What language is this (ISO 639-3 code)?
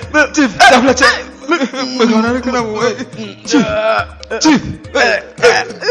ewe